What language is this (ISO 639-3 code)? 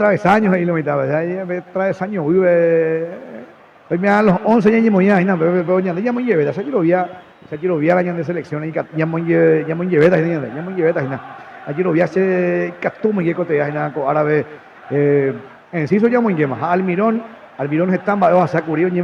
grn